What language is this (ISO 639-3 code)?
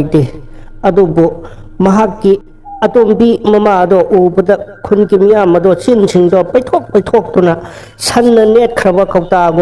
mni